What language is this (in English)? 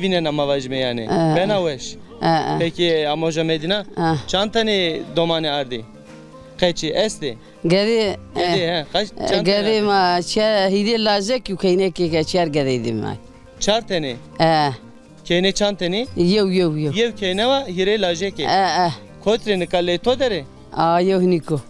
Zaza